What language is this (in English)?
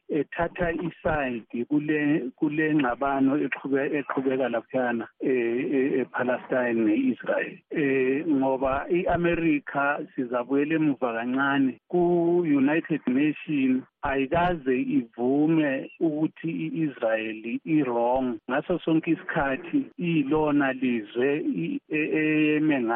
North Ndebele